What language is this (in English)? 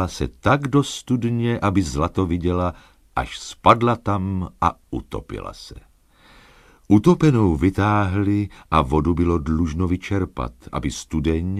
Czech